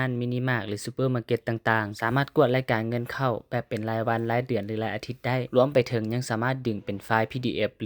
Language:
Lao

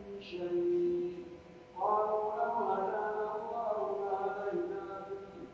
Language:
Pular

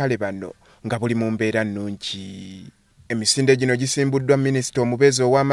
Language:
Ganda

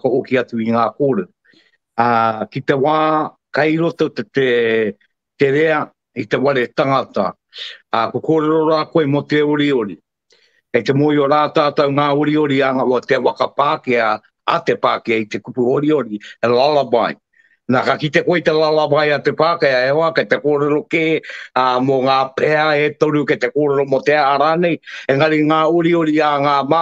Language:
Māori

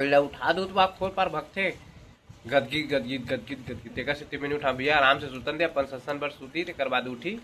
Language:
Chhattisgarhi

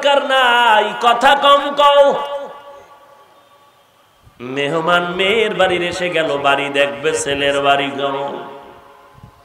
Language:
Bangla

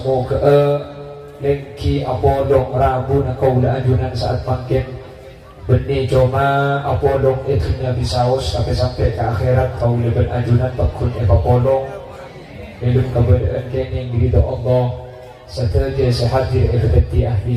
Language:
Madurese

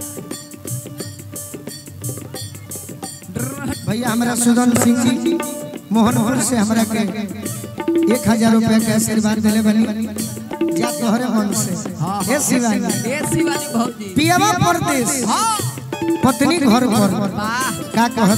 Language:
Bhojpuri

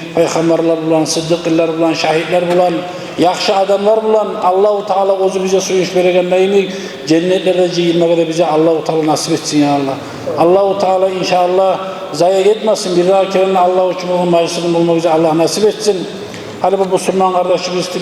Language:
Kumyk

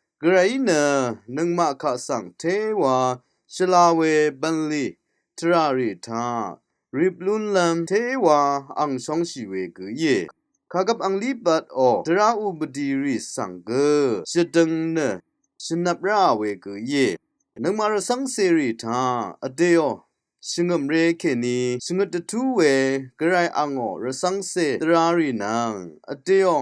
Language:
Rawang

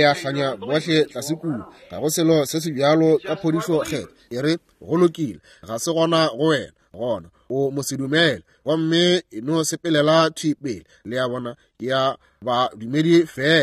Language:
Northern Sotho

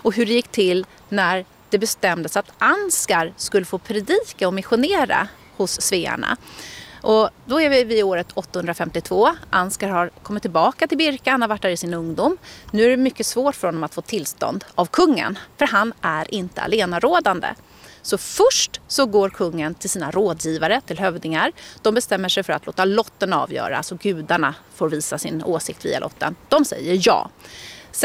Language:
Swedish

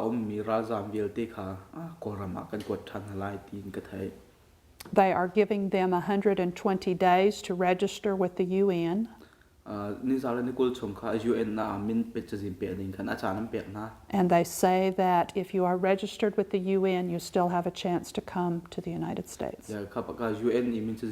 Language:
Hakha Chin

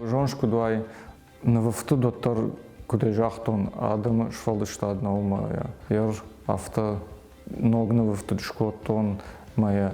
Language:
Ossetic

